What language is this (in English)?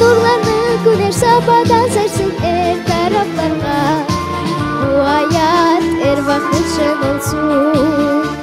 Crimean Tatar